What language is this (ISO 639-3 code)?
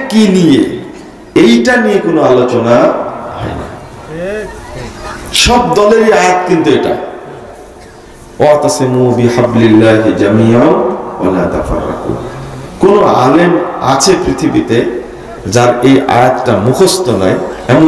ben